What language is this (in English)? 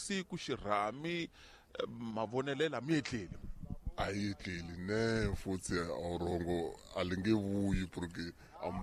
Tsonga